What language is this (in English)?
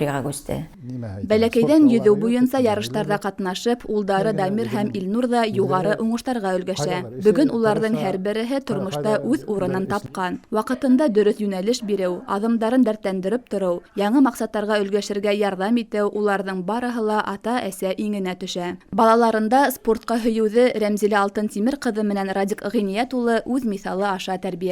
Bashkir